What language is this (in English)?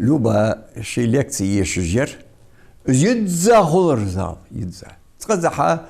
Ingush